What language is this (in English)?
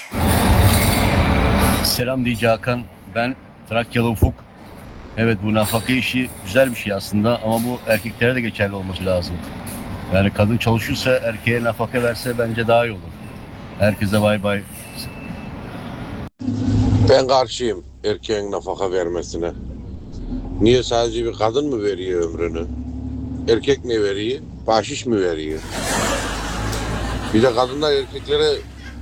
Turkish